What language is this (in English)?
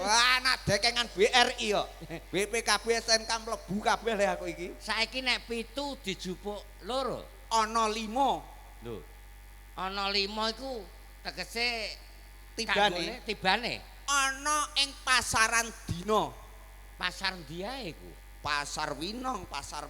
Javanese